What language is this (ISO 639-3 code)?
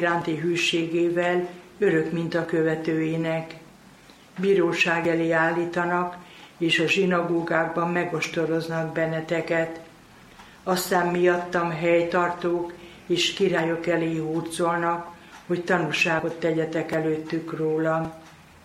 hun